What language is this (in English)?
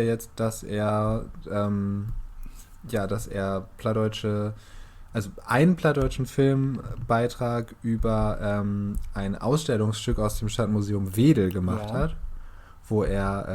Low German